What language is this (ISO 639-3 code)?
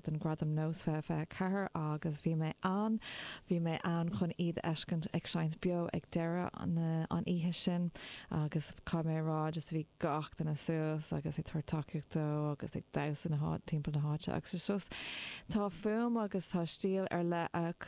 gle